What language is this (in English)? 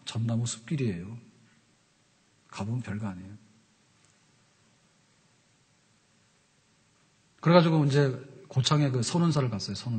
Korean